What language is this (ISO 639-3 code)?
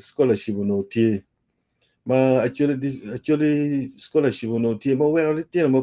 ach